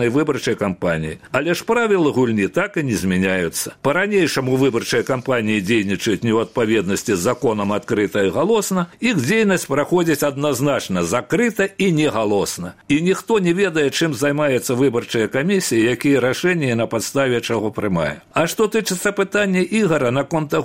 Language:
Belarusian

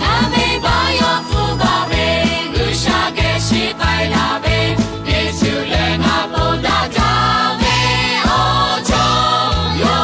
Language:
Lahu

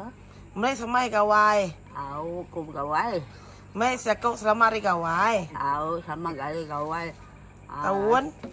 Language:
Iban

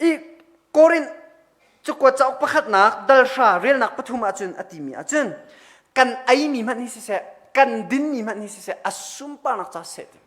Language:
Hakha Chin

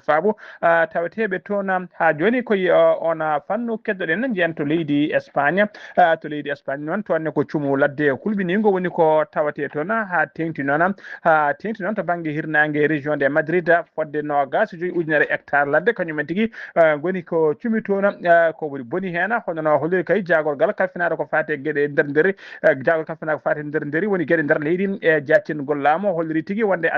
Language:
Fula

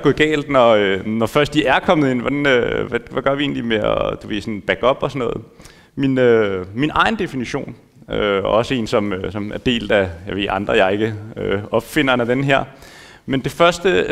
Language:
Danish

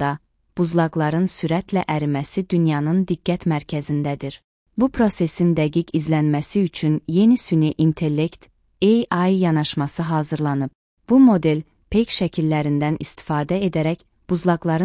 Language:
Azerbaijani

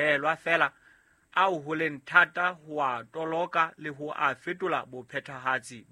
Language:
Southern Sotho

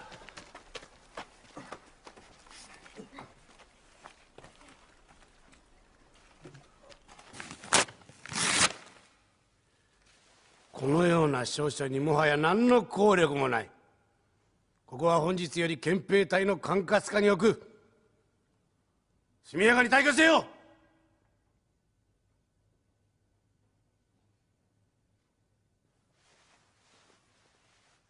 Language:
Japanese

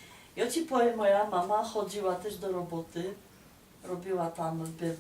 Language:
Silesian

